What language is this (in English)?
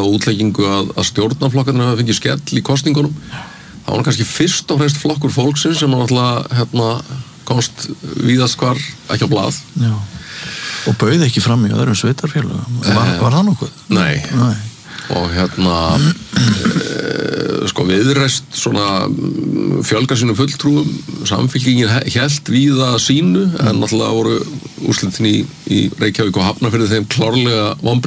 Icelandic